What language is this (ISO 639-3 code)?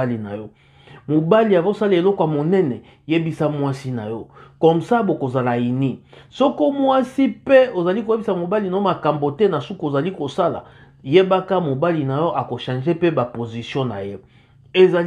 lin